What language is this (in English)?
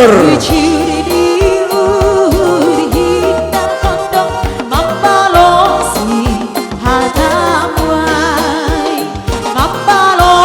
Batak Simalungun